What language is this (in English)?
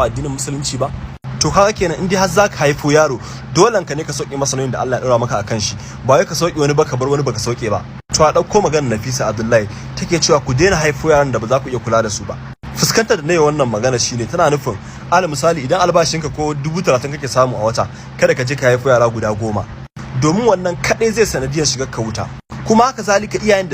Hausa